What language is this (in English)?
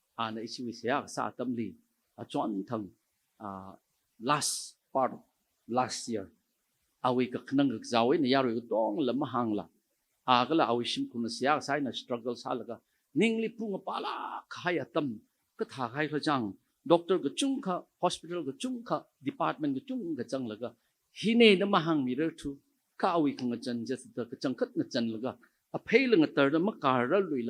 Tangkhul Naga (India)